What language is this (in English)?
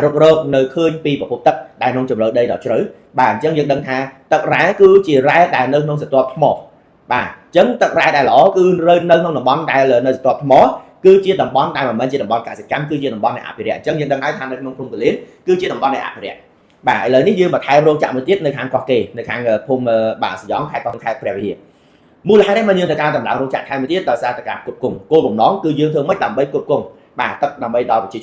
Khmer